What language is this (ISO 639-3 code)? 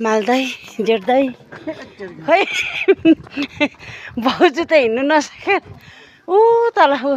nep